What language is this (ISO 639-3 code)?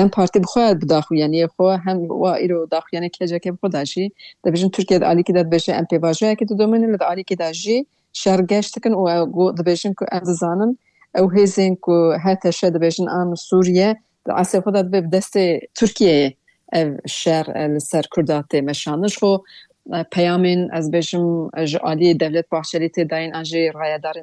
kur